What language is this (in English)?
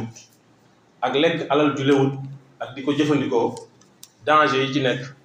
Wolof